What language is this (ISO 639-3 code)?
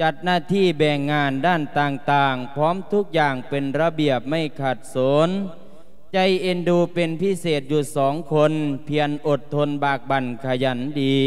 lao